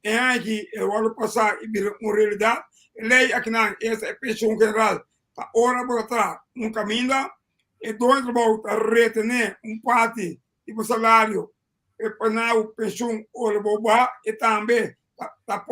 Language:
Papiamento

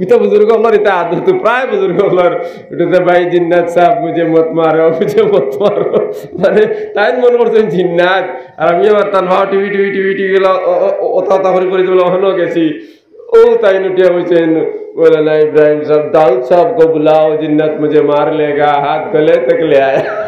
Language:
Sylheti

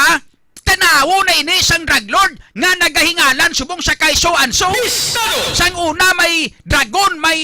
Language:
Hiligaynon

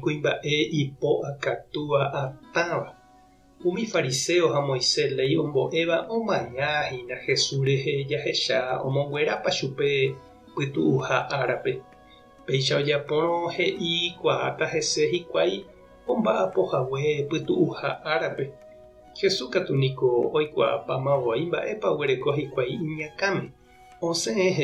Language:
Guarani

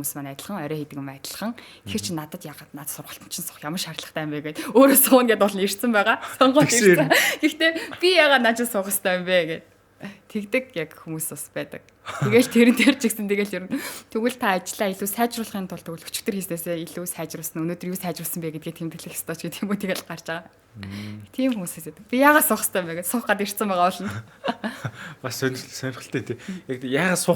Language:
Mongolian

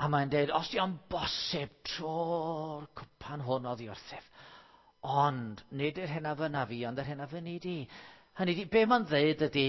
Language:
Welsh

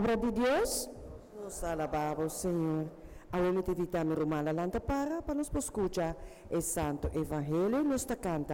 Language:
Papiamento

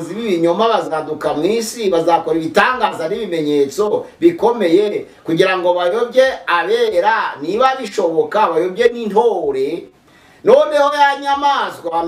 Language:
Kinyarwanda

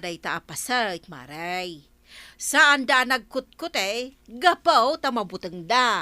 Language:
Iloko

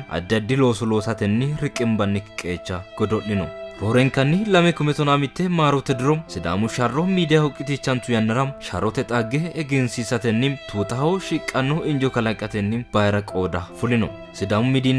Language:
Sidamo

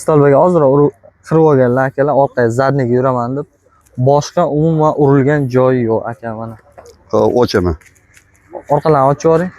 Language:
Uzbek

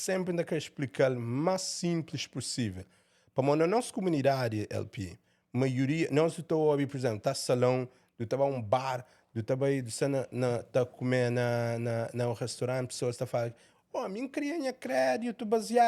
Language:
Kabuverdianu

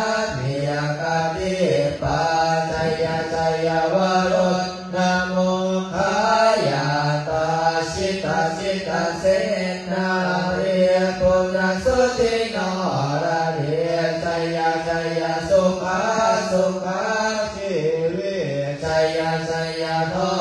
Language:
Pali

